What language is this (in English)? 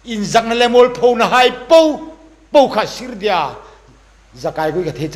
Hmar